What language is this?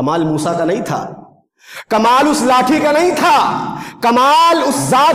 Urdu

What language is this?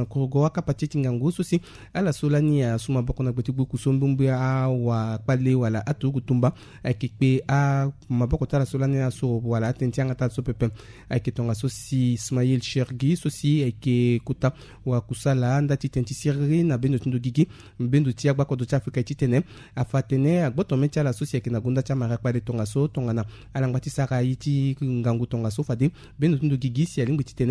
Sango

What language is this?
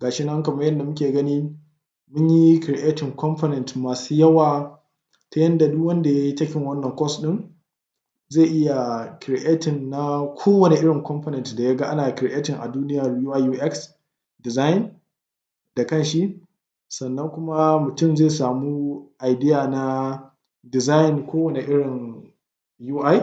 Hausa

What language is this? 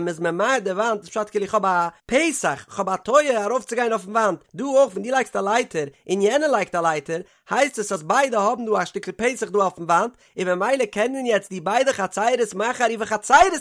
Yiddish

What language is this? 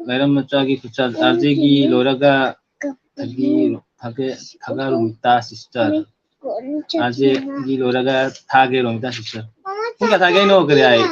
Manipuri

